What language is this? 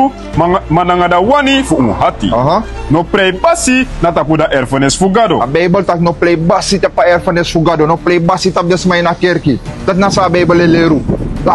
Sranan Tongo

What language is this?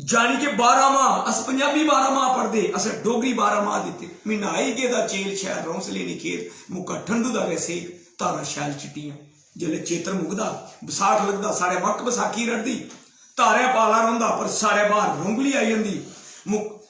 Dogri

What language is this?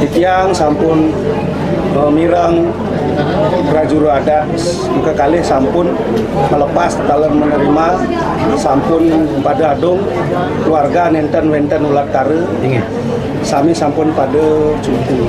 Balinese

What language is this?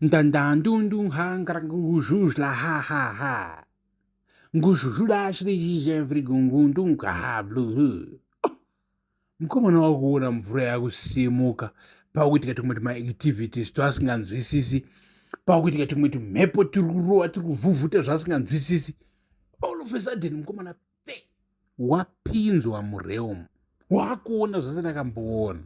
Shona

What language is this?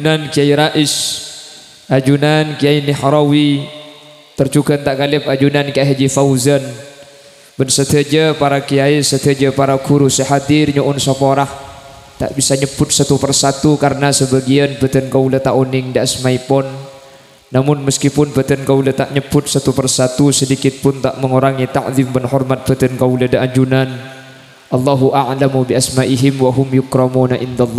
Madurese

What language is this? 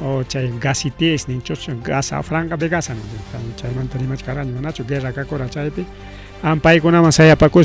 Ayacucho Quechua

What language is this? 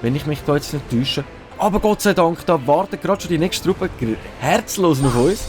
Swiss German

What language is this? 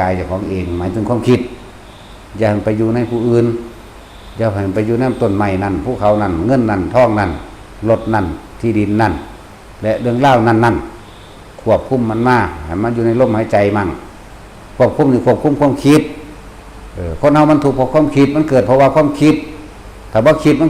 Northeastern Thai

